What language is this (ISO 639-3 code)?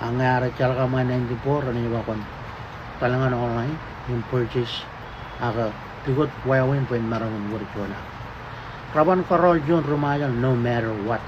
mah